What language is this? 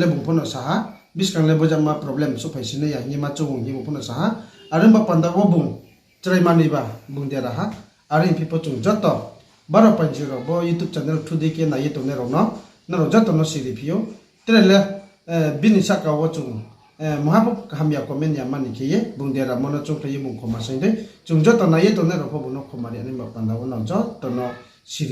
Riang (India)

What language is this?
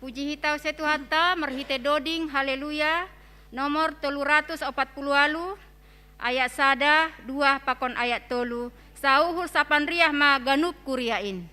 Batak Simalungun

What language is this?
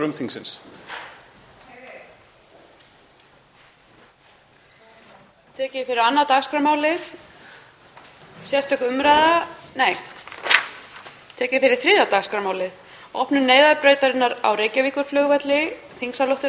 Icelandic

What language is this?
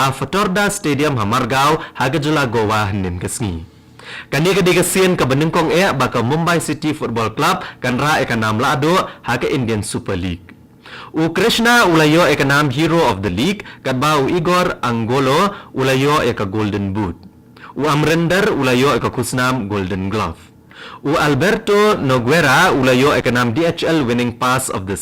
Khasi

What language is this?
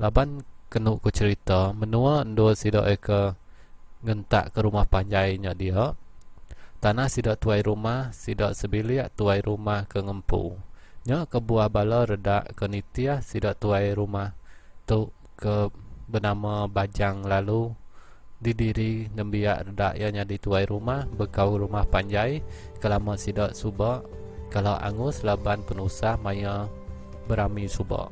Iban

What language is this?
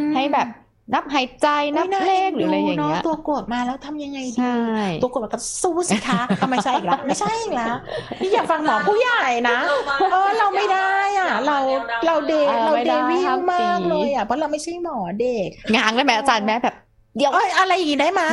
Thai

